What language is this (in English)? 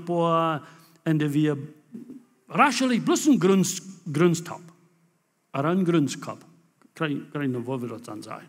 Plautdietsch